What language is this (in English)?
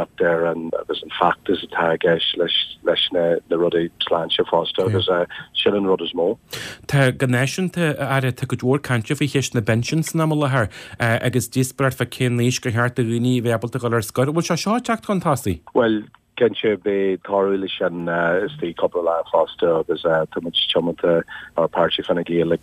Irish